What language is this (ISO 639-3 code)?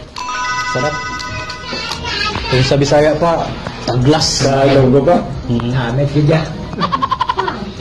fil